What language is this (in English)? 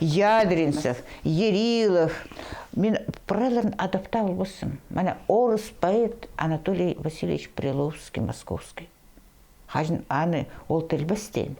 Khakas